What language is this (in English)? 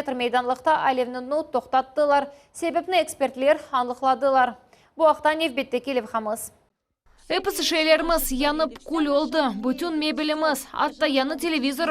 Crimean Tatar